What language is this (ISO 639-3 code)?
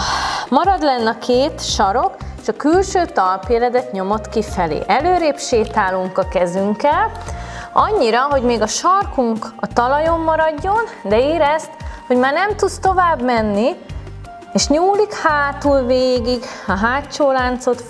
hun